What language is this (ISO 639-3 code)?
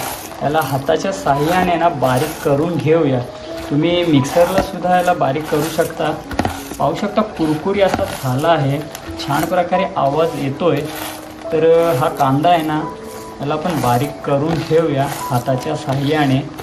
mar